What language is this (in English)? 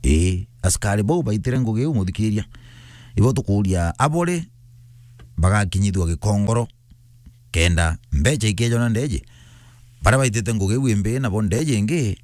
Meru